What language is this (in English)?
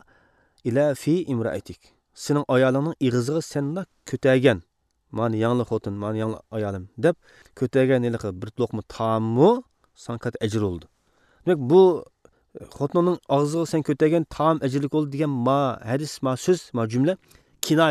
Uyghur